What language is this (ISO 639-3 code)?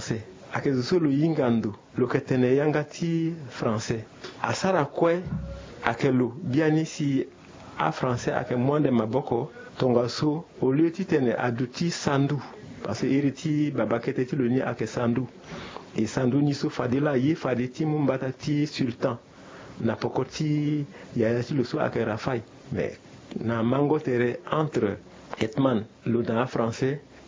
sag